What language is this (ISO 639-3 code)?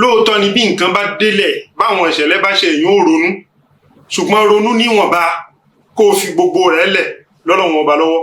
yor